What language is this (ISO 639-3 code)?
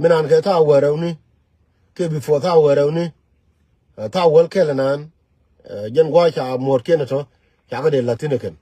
nus